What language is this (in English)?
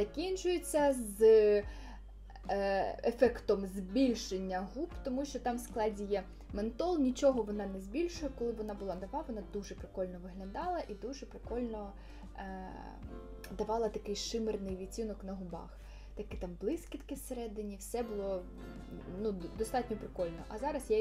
Ukrainian